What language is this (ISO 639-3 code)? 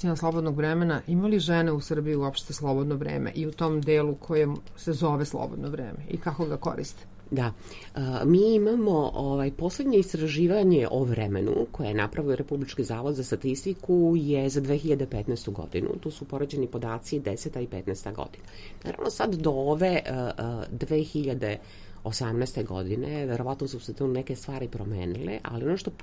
srp